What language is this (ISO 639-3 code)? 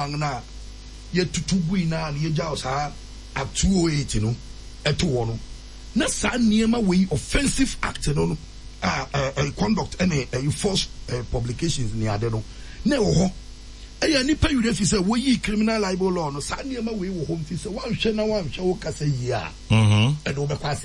aka